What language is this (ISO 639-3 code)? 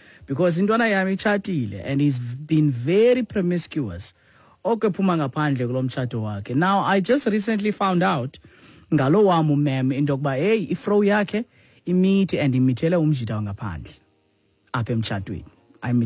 xho